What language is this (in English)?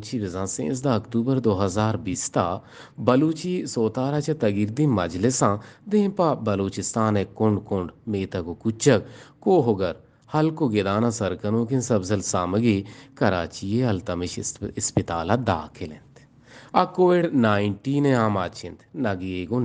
Eastern Balochi